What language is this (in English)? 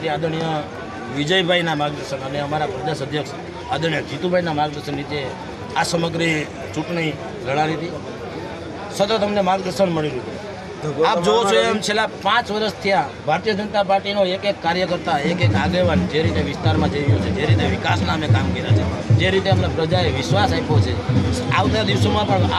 Gujarati